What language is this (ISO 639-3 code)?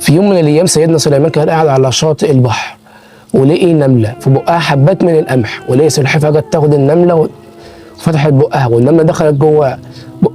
arz